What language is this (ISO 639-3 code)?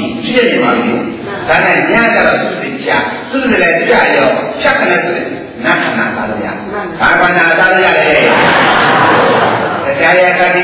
mya